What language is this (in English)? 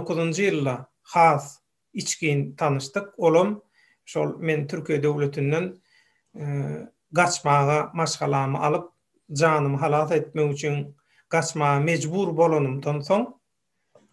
Turkmen